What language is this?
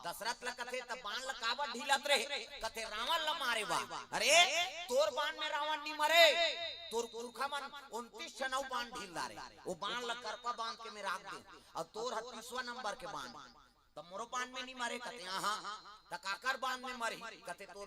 Chhattisgarhi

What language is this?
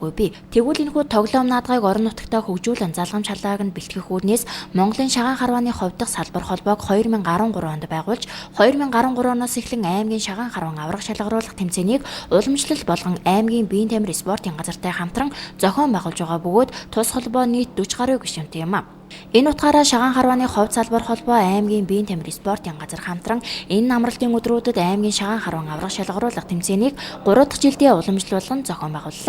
Mongolian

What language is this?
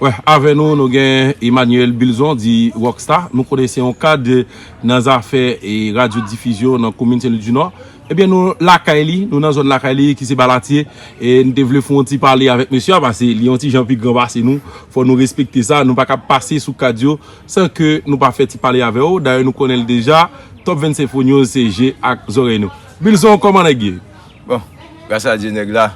Haitian Creole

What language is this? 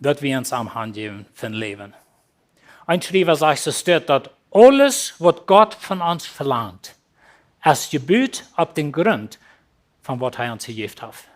Plautdietsch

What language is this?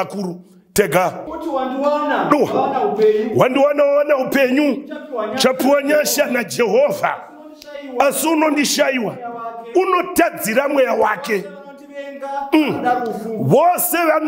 Shona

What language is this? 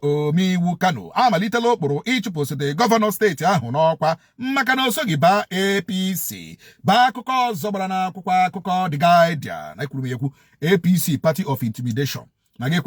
Igbo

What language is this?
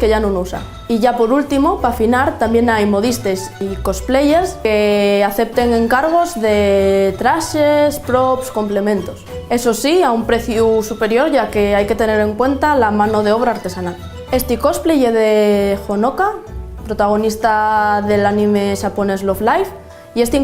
Asturian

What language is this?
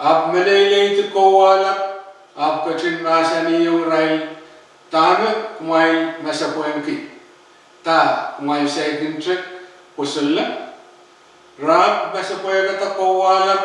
Pohnpeian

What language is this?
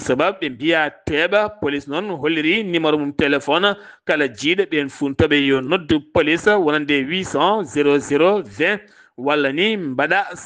Fula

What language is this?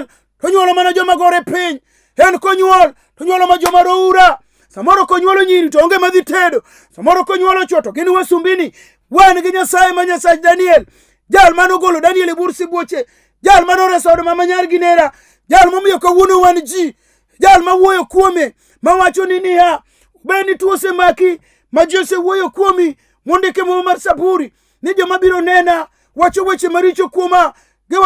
Luo (Kenya and Tanzania)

